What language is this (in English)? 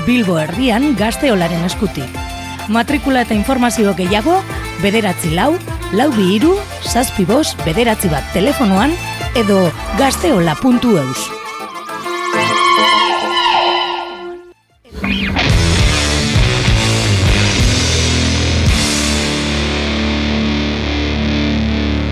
Basque